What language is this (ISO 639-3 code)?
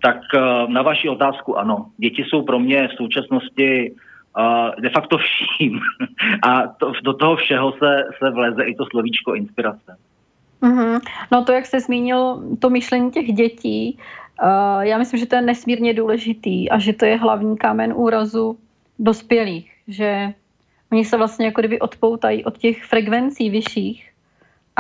ces